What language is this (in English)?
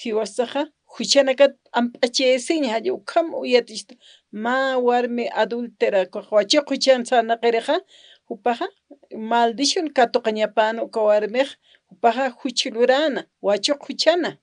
Aymara